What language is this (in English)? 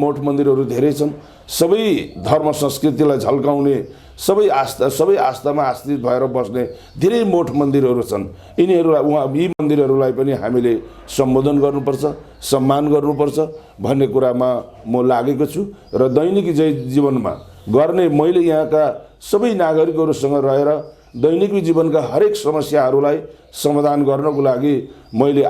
Nepali